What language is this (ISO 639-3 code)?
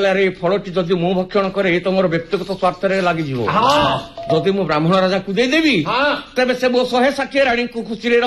ori